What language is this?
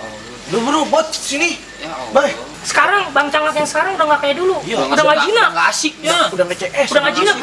Betawi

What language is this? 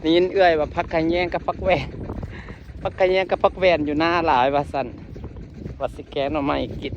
Lao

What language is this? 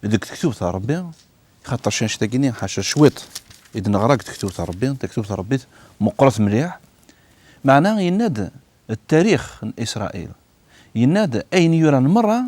Kabyle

